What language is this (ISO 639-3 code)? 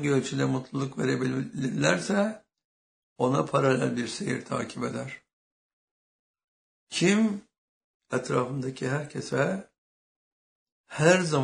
tur